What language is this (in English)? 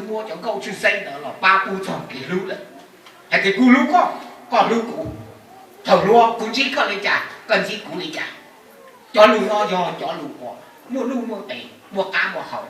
Hmong